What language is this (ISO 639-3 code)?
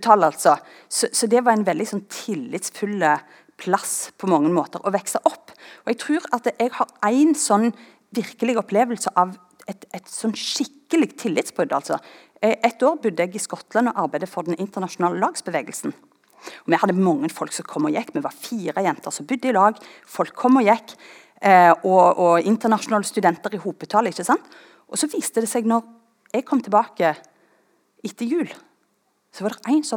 nor